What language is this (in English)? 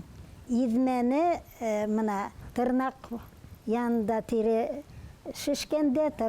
Bashkir